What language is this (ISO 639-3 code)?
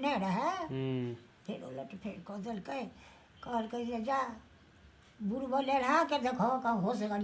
mai